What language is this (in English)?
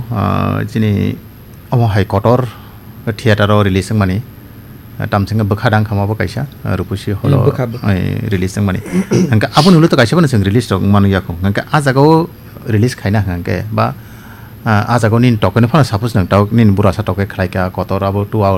Kok Borok